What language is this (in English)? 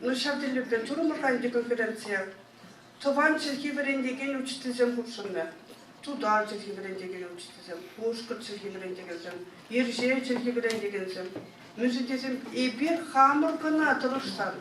Chuvash